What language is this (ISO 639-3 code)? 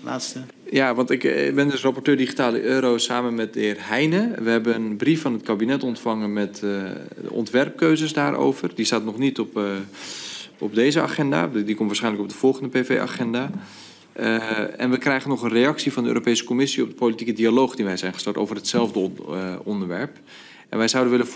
nld